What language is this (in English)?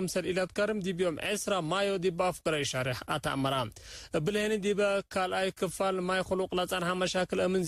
Tigre